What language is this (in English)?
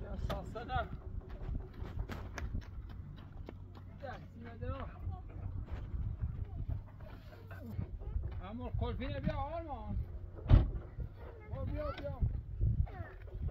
Persian